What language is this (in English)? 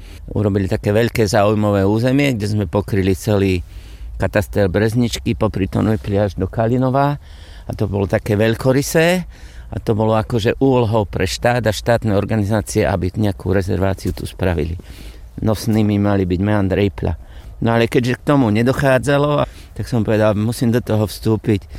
Slovak